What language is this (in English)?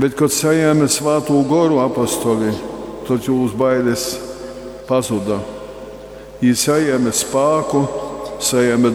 Latgalian